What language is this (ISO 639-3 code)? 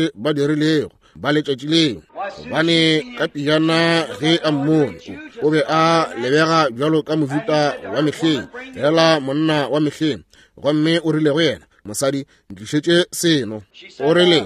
nso